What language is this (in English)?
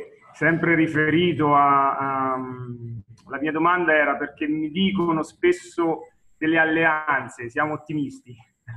Italian